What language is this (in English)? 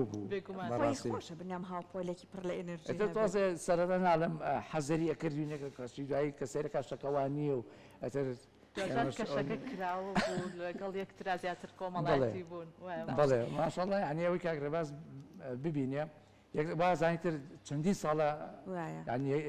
Central Kurdish